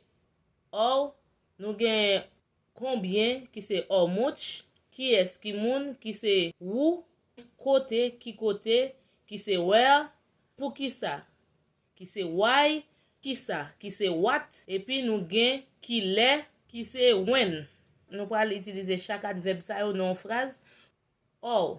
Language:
Haitian Creole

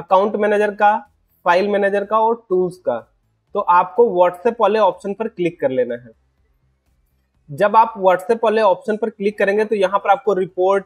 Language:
Hindi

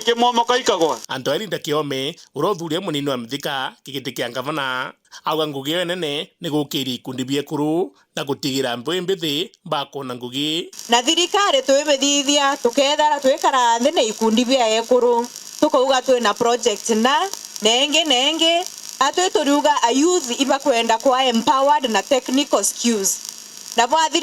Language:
Meru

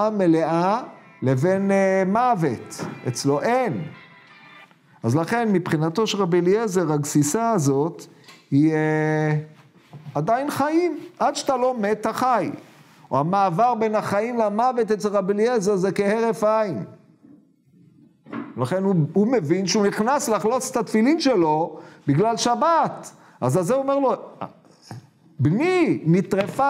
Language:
Hebrew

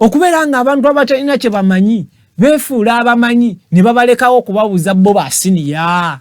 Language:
Ganda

